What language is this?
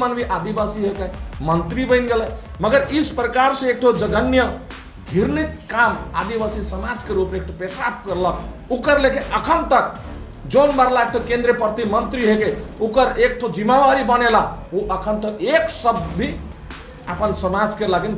Sadri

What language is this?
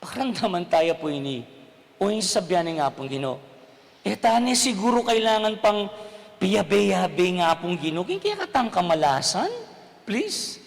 Pampanga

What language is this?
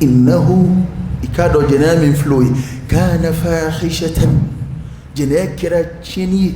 Dyula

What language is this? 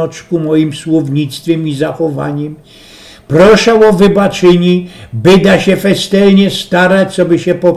Silesian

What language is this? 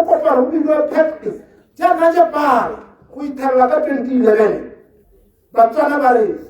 Tswana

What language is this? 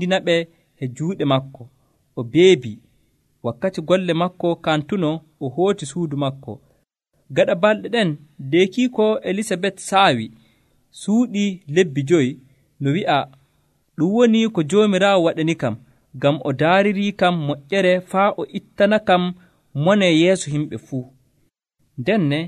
Nigerian Fulfulde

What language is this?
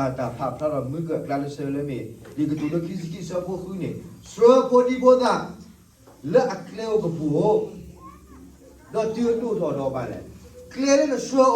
S'gaw Karen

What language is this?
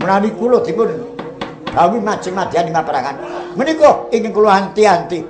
Javanese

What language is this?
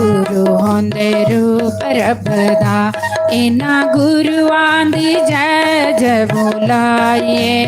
Dogri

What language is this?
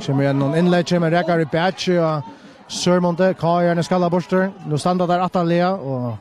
Faroese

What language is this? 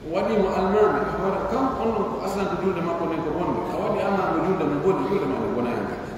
Pular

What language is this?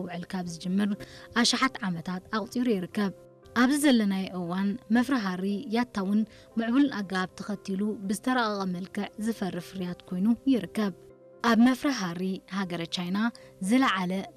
Tigrinya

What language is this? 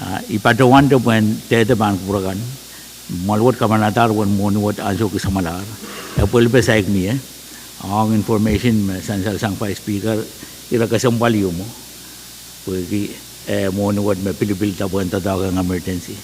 Pohnpeian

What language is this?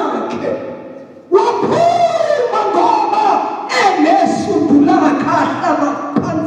Zulu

